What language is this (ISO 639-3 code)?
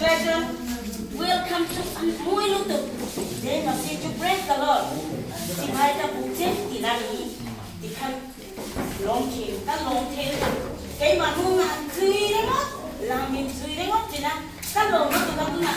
lus